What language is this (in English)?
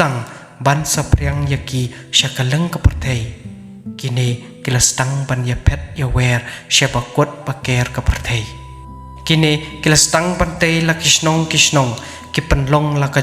Khasi